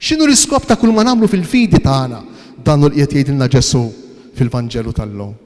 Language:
Maltese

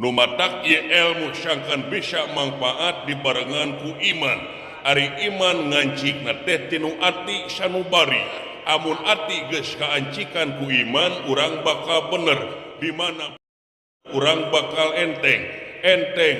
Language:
Sundanese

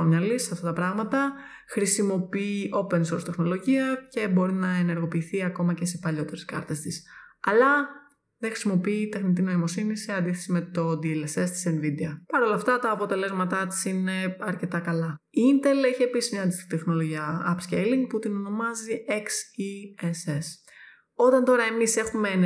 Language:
Greek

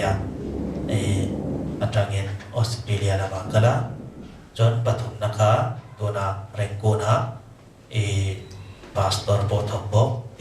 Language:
Hakha Chin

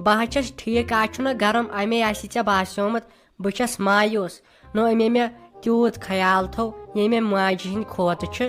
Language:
Kashmiri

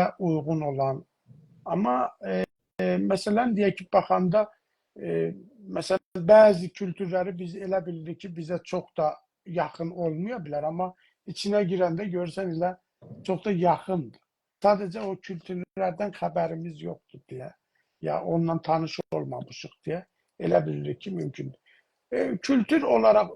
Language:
South Azerbaijani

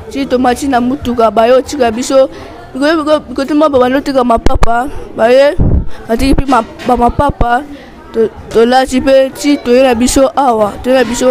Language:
Lingala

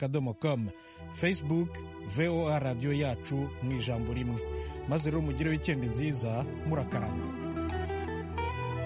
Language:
Kinyarwanda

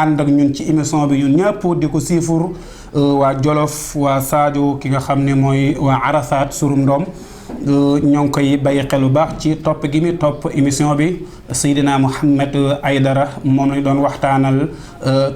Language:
Wolof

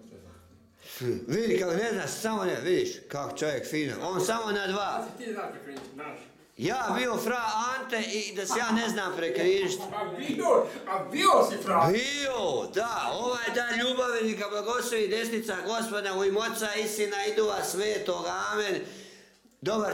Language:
Croatian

